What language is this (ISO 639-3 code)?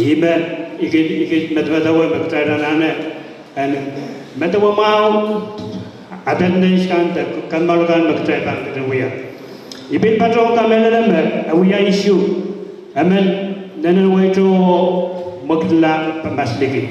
pon